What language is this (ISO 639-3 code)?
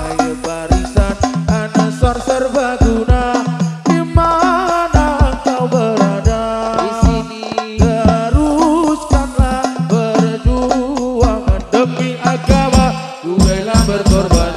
ind